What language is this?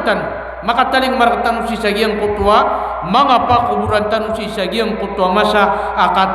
Maranao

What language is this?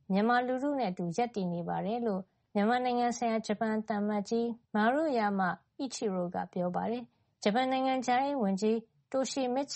Burmese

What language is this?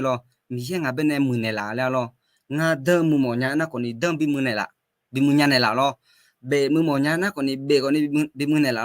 Akha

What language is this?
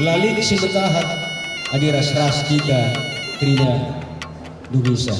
Batak Karo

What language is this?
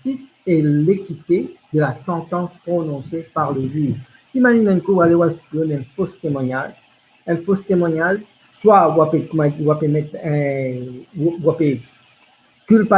Morisyen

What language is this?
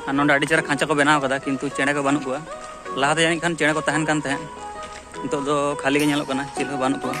Santali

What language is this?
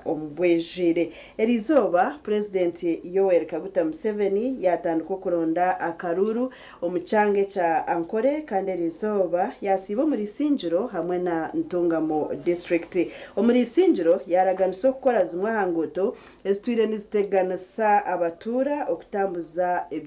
Nyankole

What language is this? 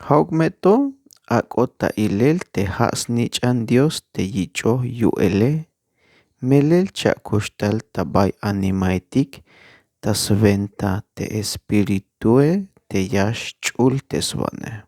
Tzeltal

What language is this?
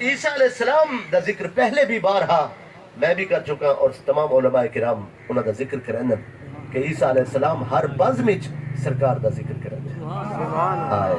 Saraiki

